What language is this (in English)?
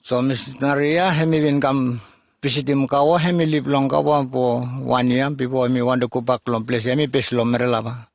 Bislama